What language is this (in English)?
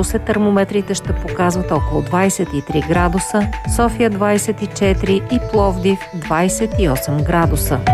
Bulgarian